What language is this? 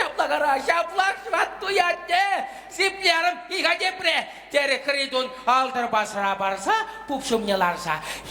Chuvash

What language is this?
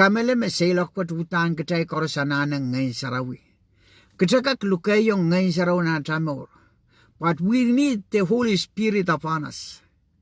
Pohnpeian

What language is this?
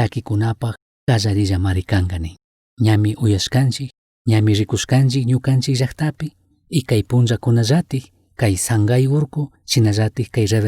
Chimborazo Highland Quichua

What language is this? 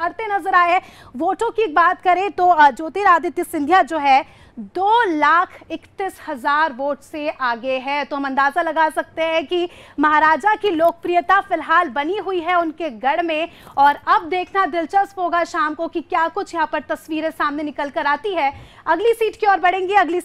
Hindi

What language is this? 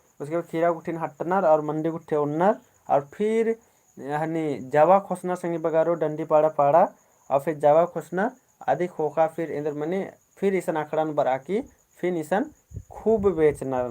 Kurukh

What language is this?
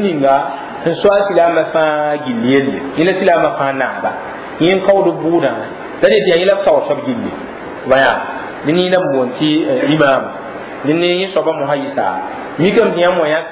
Mossi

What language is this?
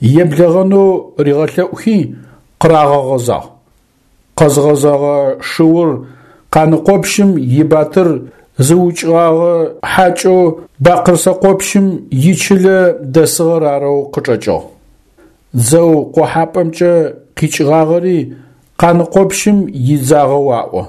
Adyghe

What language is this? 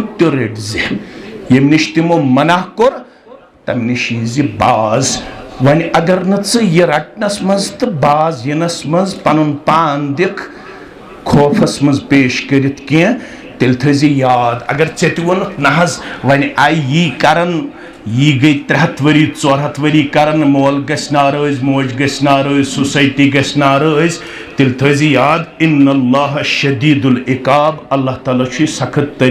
Kashmiri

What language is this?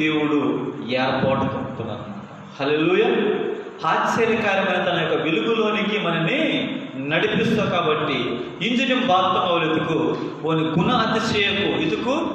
Koya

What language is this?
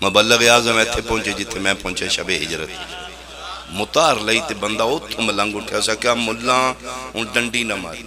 Pahari-Potwari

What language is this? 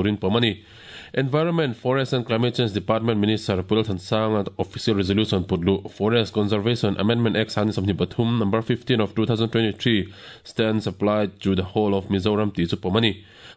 Mizo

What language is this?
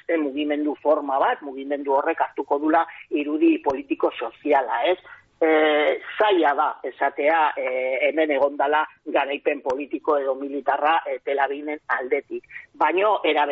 Basque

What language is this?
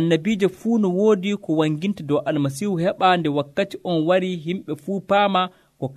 Nigerian Fulfulde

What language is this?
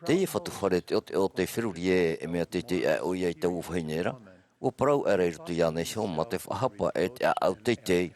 Tahitian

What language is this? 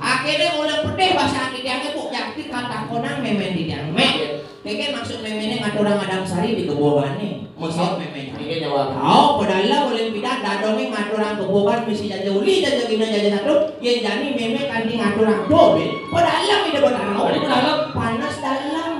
Balinese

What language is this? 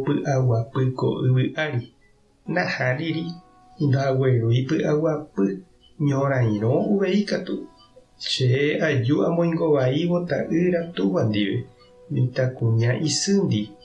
Guarani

